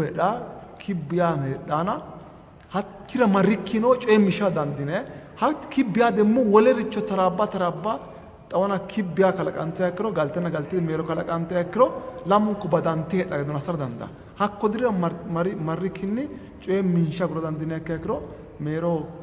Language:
Sidamo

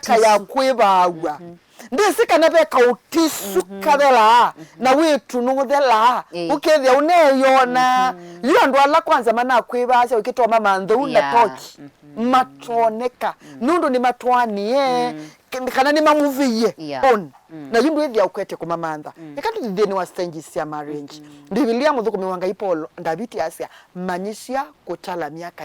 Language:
Kamba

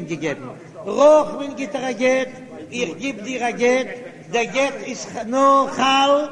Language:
Yiddish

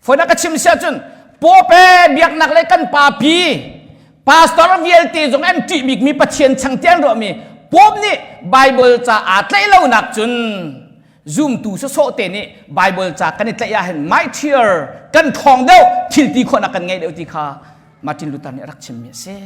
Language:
Hakha Chin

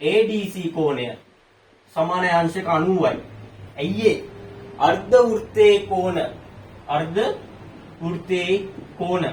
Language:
Sinhala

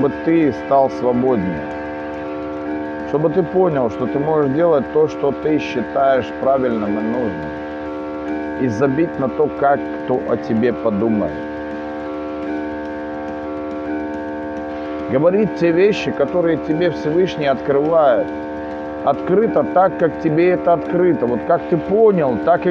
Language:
Russian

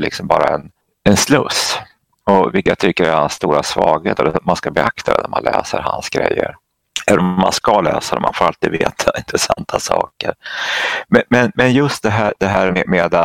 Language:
Swedish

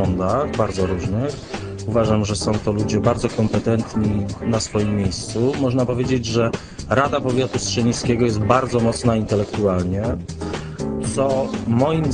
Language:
Polish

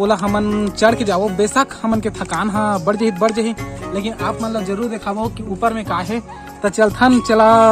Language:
Chhattisgarhi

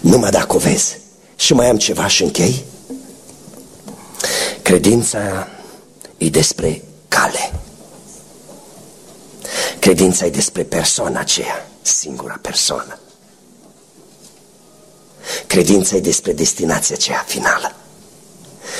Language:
Romanian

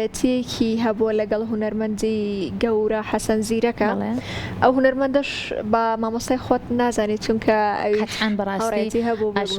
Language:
Central Kurdish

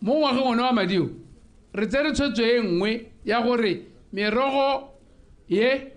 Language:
Tswana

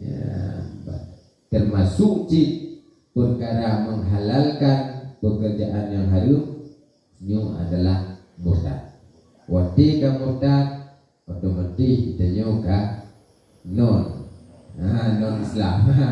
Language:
Achinese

